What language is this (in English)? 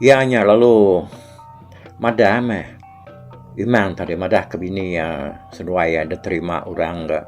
Iban